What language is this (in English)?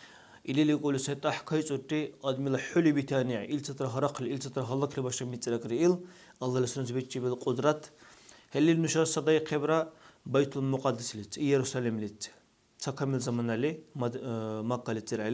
Dargwa